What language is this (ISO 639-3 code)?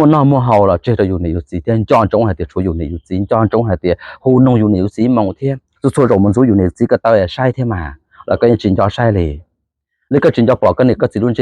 hmn